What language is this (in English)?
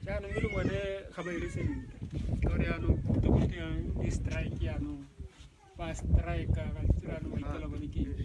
Tswana